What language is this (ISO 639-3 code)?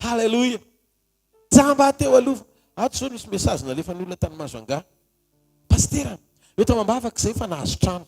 mlg